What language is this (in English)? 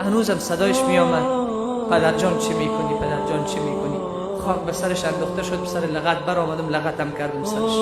Tajik